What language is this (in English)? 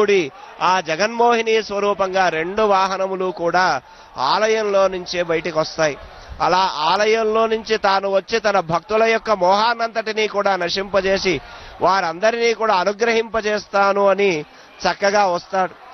Telugu